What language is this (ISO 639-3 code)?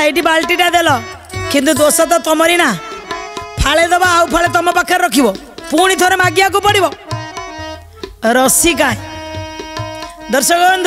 ori